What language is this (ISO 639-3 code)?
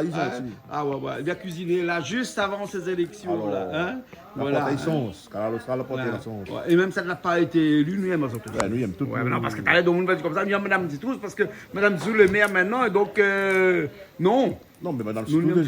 rcf